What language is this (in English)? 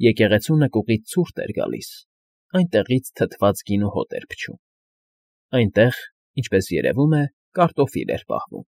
Armenian